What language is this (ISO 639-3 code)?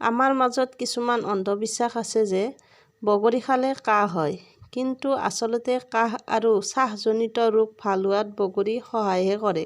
asm